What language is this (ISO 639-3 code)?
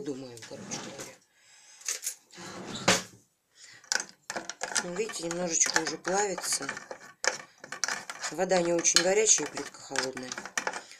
rus